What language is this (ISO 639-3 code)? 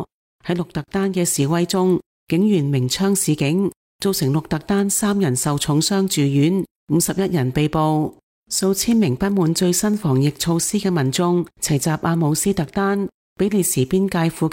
yue